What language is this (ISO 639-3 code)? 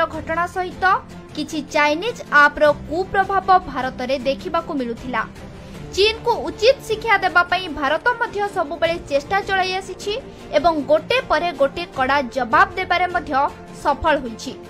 ori